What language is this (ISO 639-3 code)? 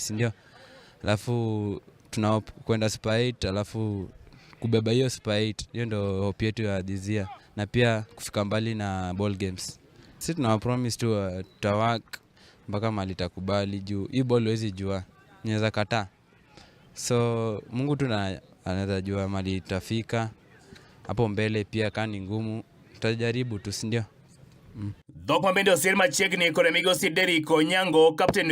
luo